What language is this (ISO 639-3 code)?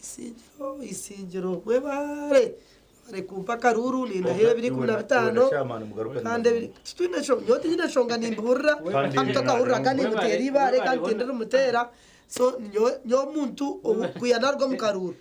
nyn